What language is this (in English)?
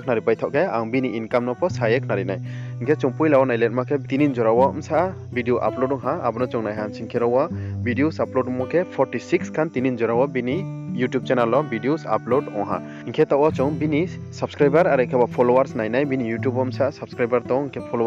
Riang (India)